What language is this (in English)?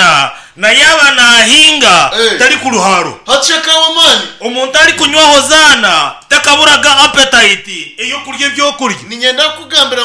Nyankole